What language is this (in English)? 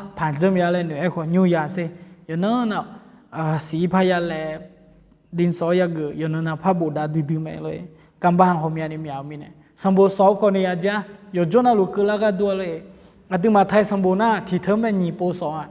Akha